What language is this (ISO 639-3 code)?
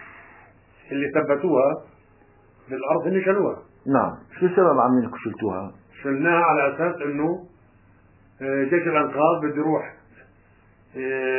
ajp